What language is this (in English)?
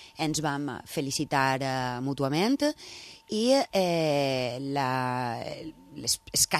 Catalan